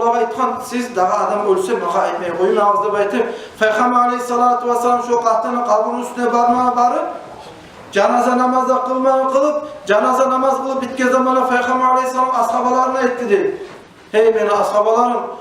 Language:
Kumyk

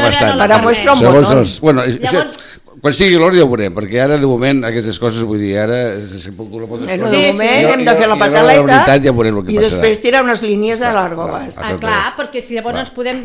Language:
Catalan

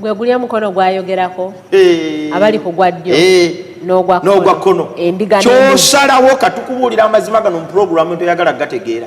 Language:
Ganda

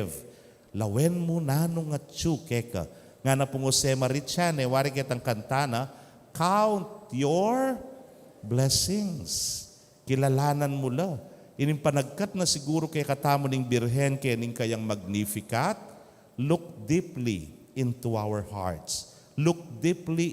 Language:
Pampanga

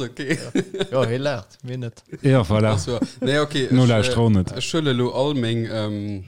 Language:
Luxembourgish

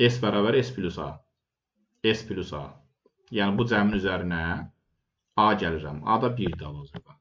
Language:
Azerbaijani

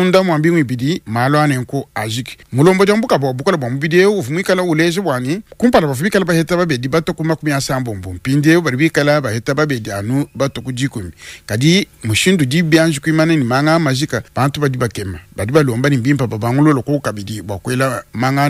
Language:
Luba-Lulua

